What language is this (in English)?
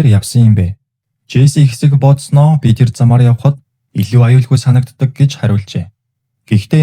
Mongolian